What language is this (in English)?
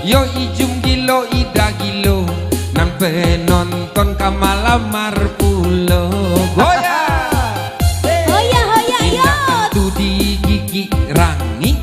Minangkabau